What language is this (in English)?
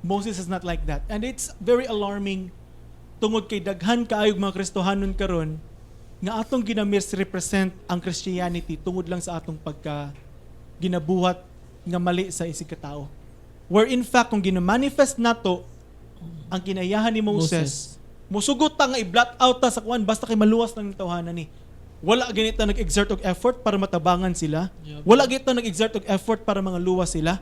Cebuano